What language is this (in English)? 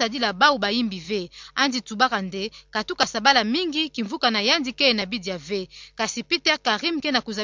Kituba (Democratic Republic of Congo)